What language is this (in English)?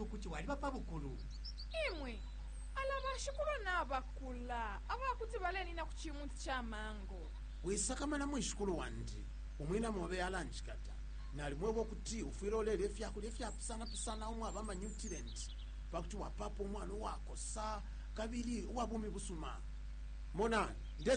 Bemba